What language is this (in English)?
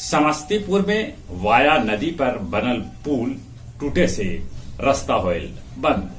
Magahi